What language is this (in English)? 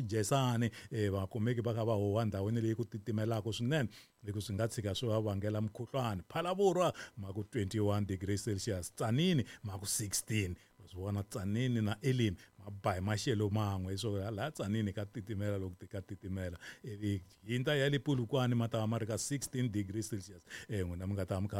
Tsonga